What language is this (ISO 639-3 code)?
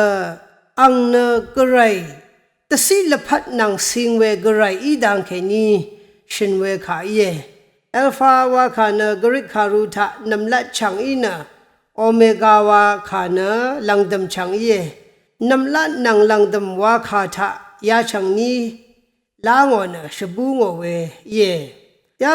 raw